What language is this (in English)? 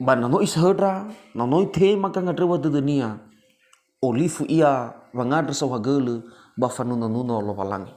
Nias